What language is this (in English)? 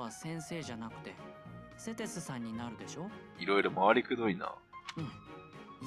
Japanese